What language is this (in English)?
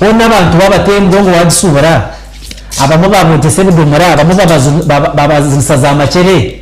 Nyankole